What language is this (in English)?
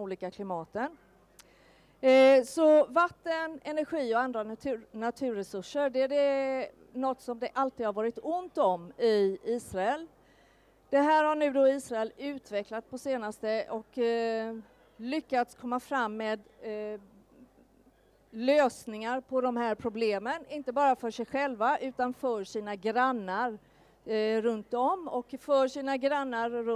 Swedish